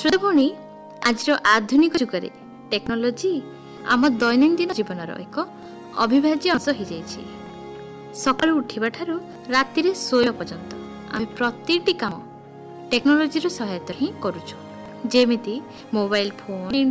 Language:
Odia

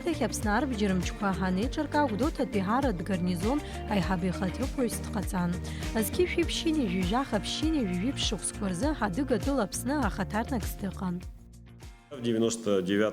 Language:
Abkhazian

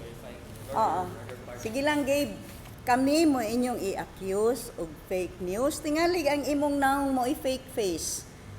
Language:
Cebuano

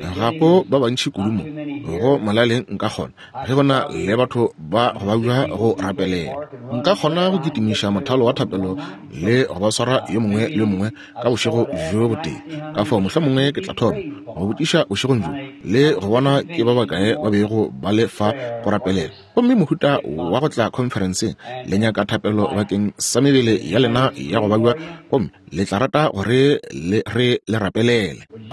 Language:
Northern Sotho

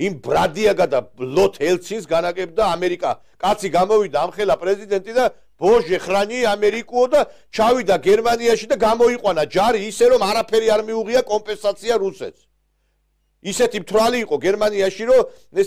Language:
Georgian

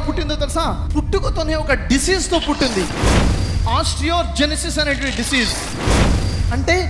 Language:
Telugu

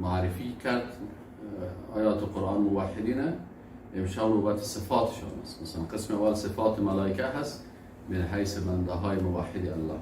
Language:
Persian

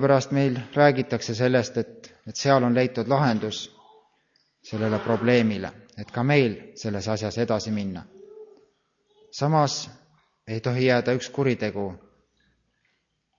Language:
Estonian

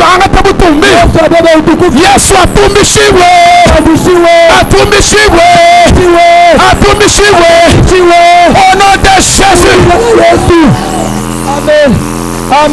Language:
Swahili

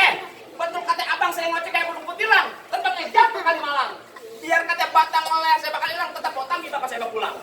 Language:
Betawi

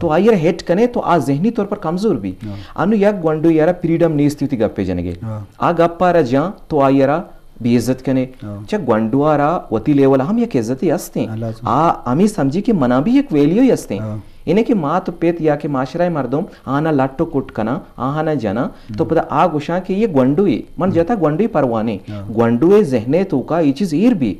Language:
Eastern Balochi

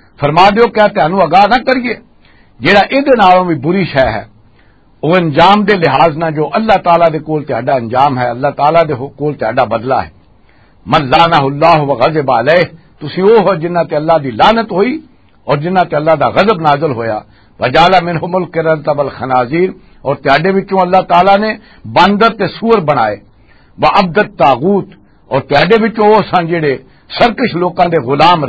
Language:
Western Panjabi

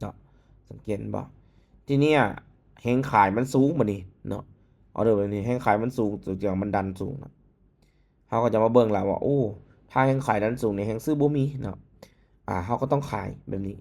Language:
Lao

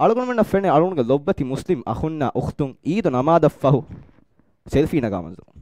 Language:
Divehi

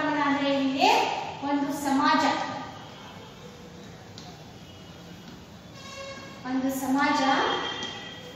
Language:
Kannada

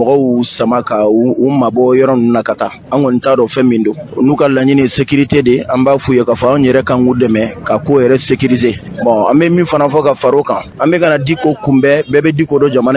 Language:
Bambara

